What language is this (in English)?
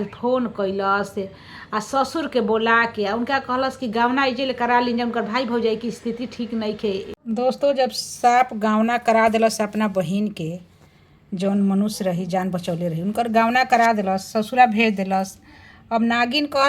Bhojpuri